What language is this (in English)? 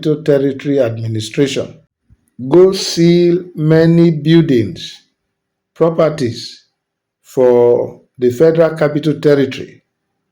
Nigerian Pidgin